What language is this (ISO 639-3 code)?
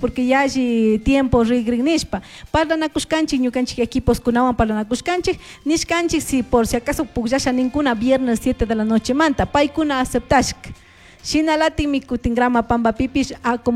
qug